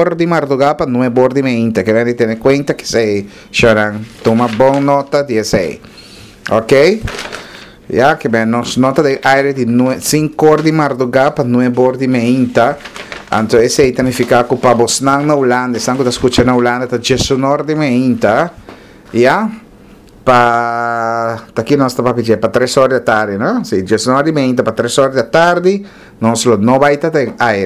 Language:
Papiamento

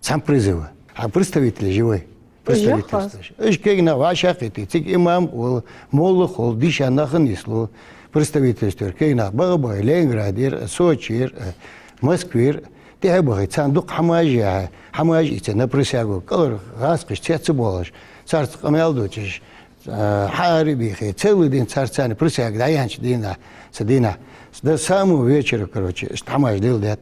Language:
Ingush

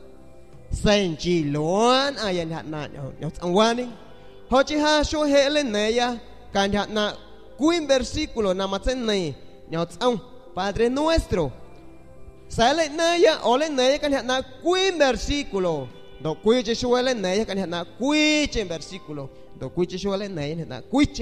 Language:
San Pedro Amuzgos Amuzgo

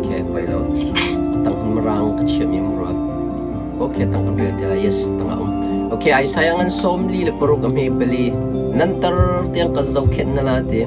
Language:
Hakha Chin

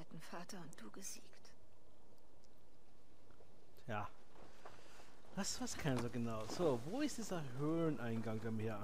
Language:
German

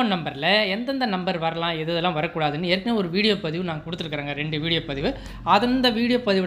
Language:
Tamil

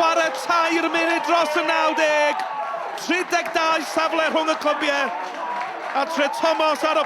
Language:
Welsh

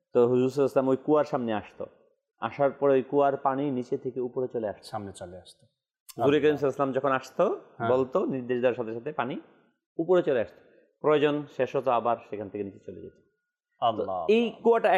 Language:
Bangla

